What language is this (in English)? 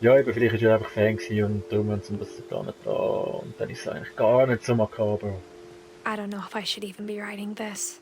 Swiss German